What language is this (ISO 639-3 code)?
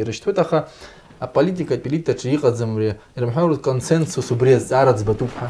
abk